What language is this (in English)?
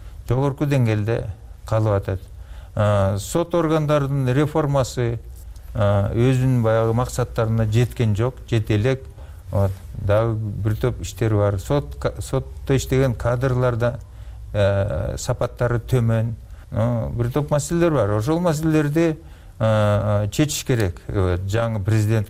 Kyrgyz